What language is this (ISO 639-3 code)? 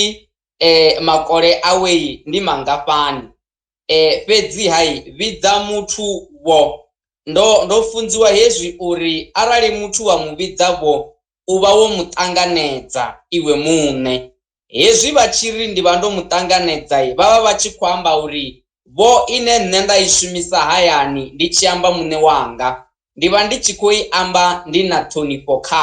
ven